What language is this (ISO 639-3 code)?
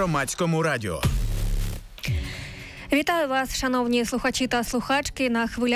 ukr